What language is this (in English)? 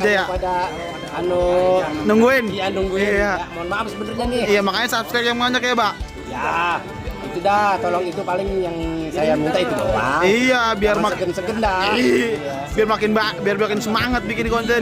Betawi